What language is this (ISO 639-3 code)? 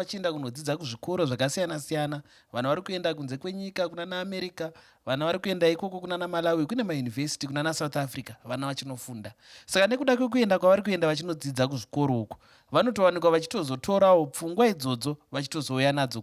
sna